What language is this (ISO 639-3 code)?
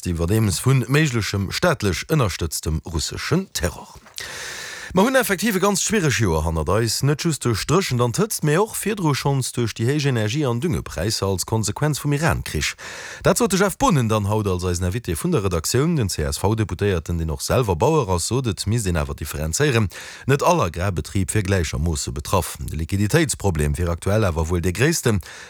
ltz